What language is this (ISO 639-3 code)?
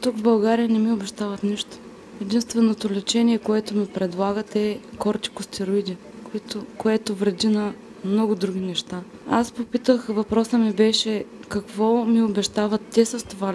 bul